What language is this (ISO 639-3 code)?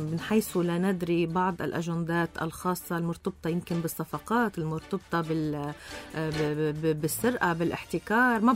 apc